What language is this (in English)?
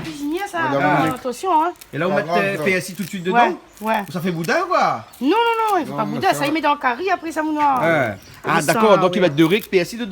Réunion Creole French